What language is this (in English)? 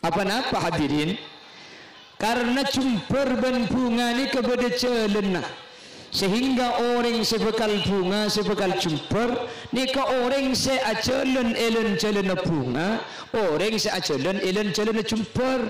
Madurese